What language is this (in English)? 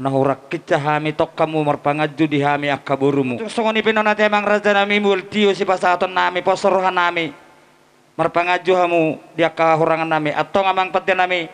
Batak Toba